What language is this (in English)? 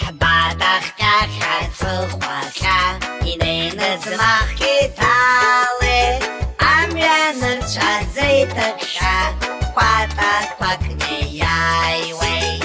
Abkhazian